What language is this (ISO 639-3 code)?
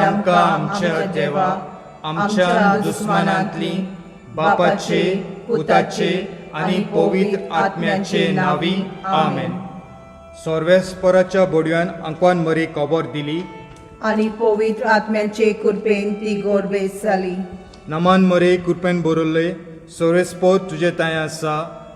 kok